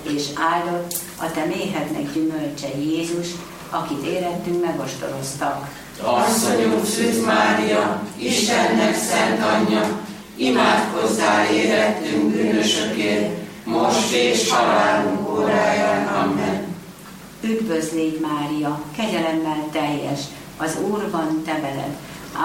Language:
Hungarian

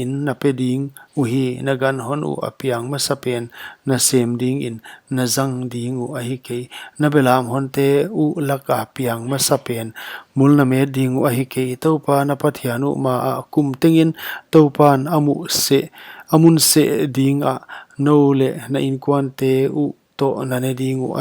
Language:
Paite Chin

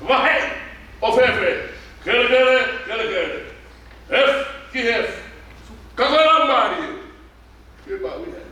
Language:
Tongan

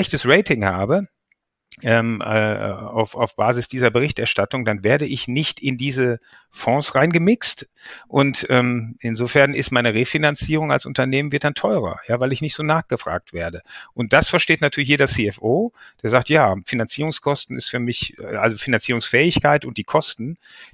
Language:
German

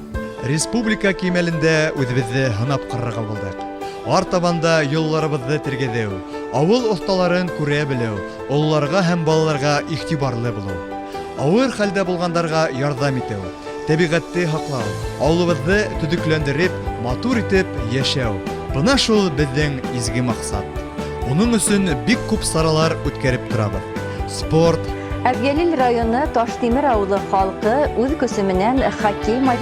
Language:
Bashkir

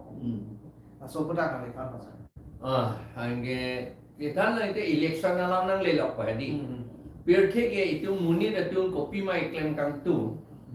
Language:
Karbi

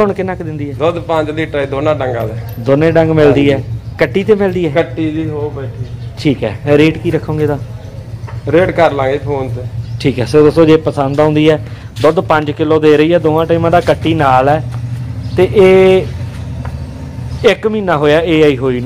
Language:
Punjabi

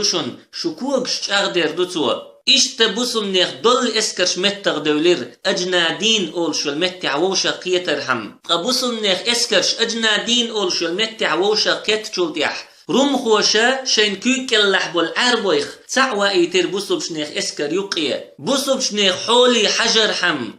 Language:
Chechen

